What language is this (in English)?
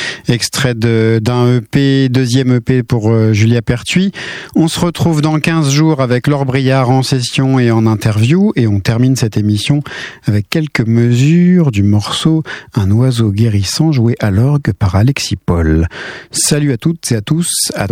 French